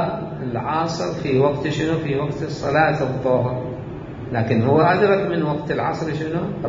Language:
Mesopotamian Arabic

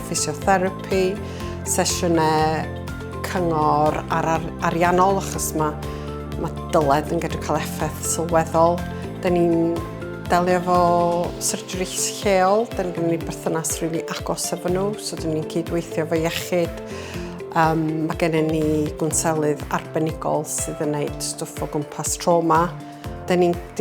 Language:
Welsh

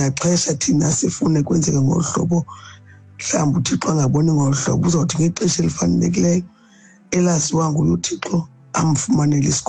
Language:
Xhosa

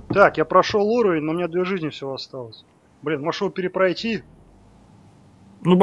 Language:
Russian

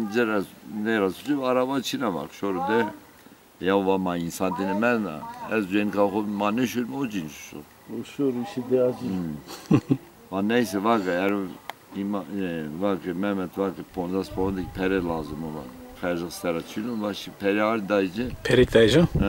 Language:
Zaza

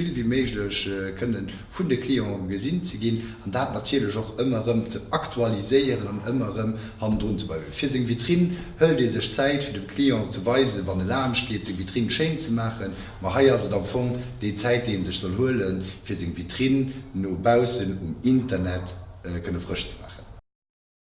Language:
Luxembourgish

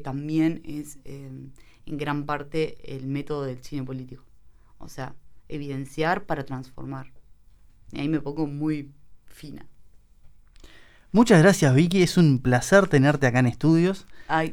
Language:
Spanish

